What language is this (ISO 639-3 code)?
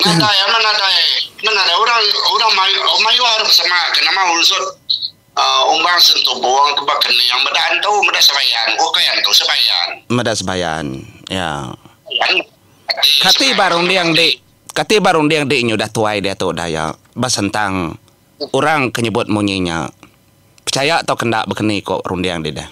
iba